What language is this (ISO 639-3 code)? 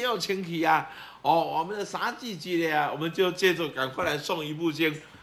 zho